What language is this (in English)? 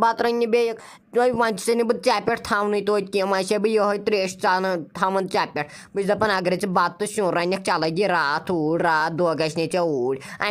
Kashmiri